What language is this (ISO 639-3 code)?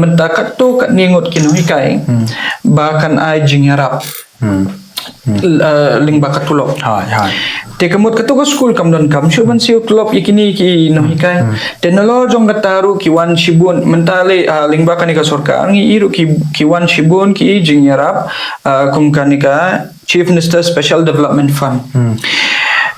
kha